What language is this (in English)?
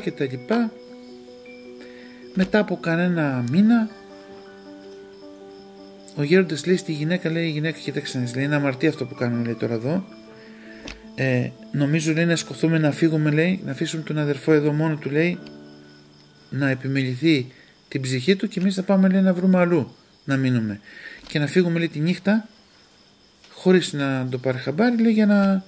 Greek